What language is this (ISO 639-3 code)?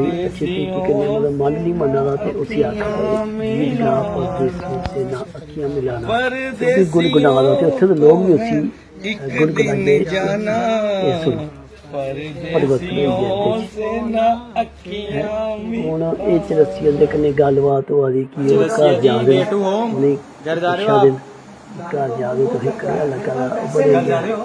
doi